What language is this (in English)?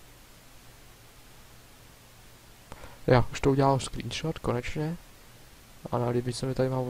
Czech